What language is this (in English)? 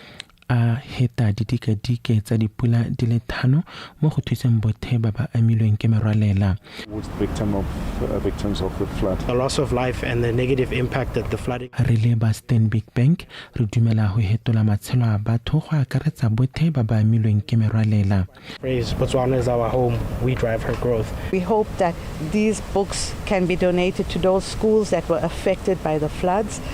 Tswana